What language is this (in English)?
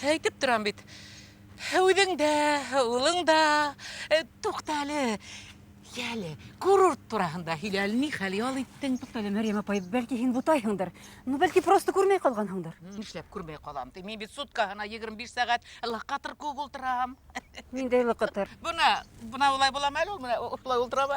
Bashkir